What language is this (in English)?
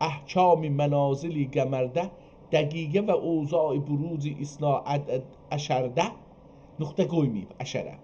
South Azerbaijani